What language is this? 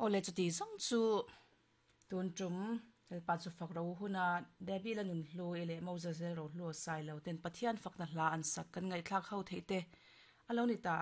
Mizo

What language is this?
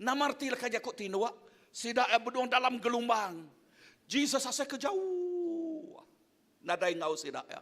Iban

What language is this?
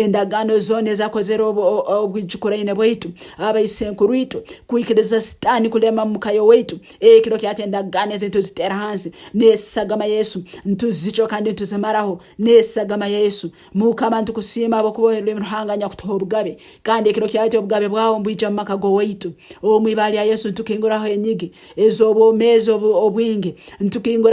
Nyankole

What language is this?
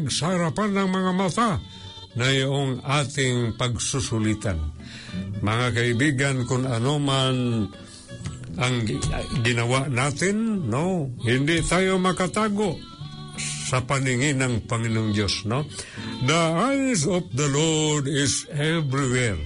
Filipino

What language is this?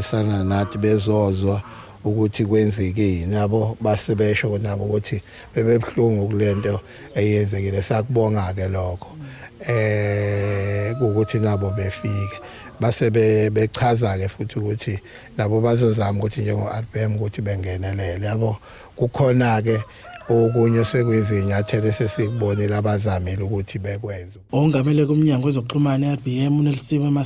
Zulu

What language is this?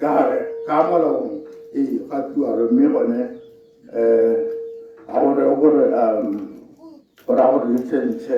Tswana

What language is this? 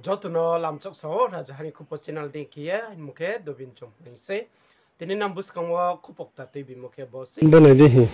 Riang (India)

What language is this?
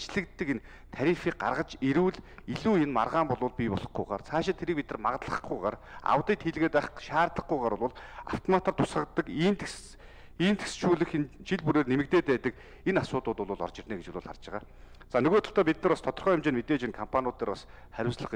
Mongolian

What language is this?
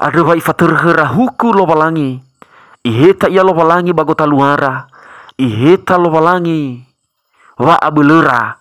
Nias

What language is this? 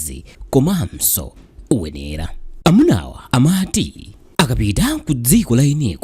Nyanja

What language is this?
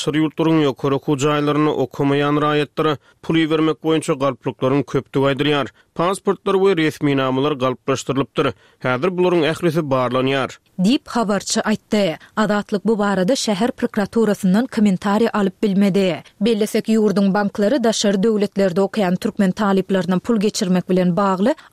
Turkmen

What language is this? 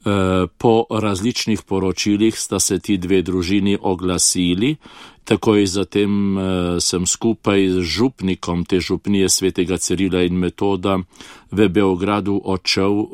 Slovenian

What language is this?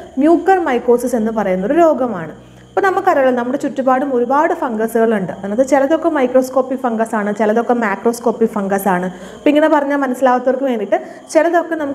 Malayalam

